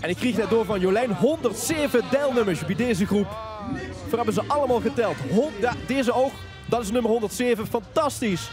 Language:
Limburgish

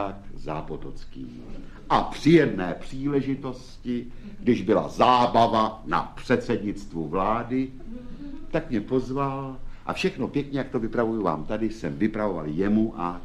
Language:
Czech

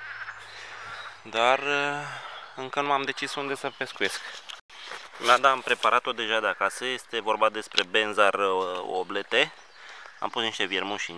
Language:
Romanian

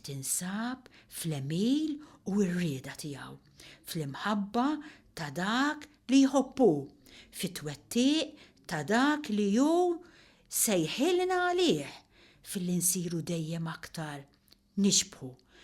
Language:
Maltese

